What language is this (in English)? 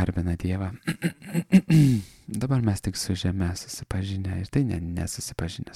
Lithuanian